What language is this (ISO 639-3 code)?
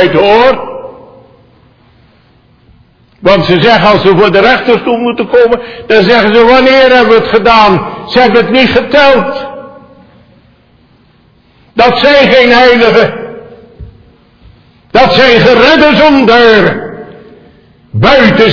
nld